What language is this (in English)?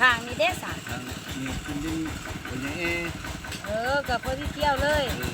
Lao